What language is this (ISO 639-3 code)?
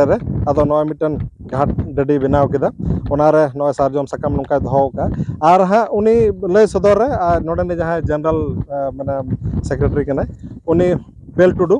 sat